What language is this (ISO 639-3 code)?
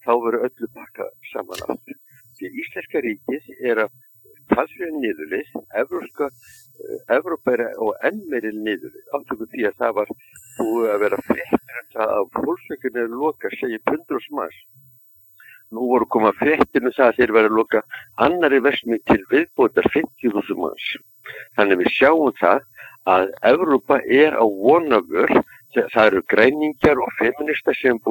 isl